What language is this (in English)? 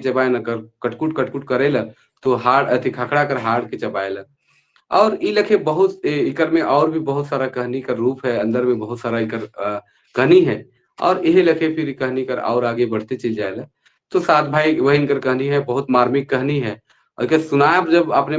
Sadri